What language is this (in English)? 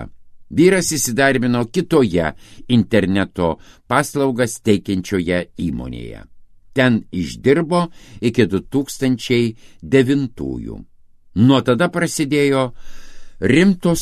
Lithuanian